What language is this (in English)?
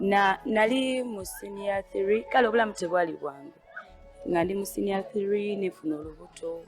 Ganda